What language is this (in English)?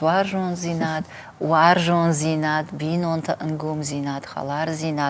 Ossetic